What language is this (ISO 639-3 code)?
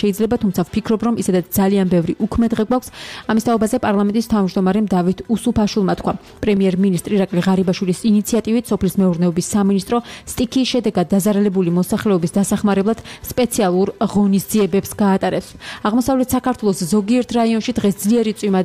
kat